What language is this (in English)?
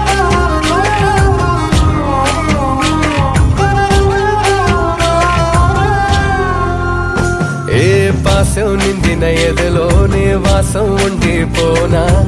Telugu